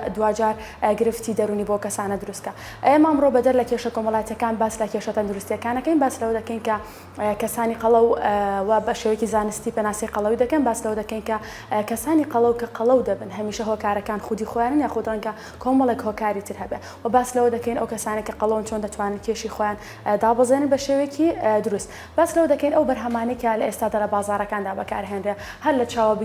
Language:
Central Kurdish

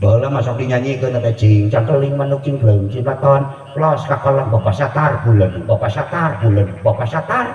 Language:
Sundanese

